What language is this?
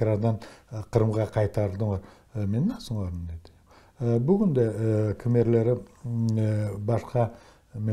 Crimean Tatar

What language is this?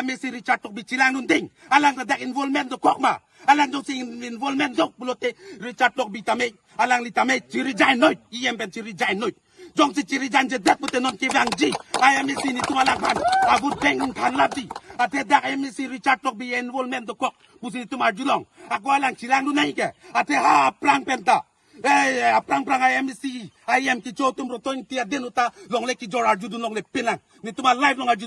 Karbi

